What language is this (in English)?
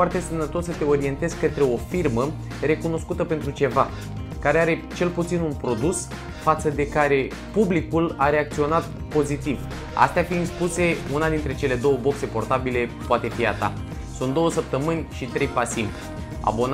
Romanian